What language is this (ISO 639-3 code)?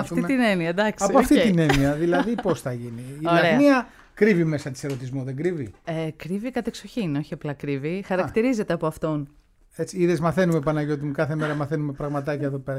ell